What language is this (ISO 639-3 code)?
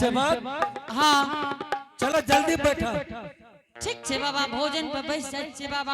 anp